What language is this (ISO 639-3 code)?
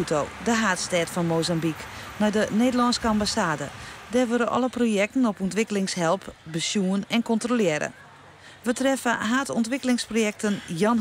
fry